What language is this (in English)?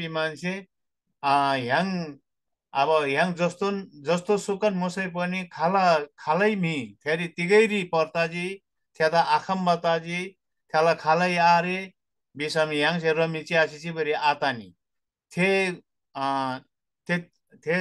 Eastern Tamang